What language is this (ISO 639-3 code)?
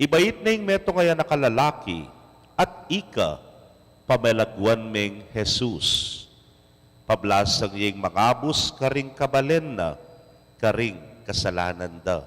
pam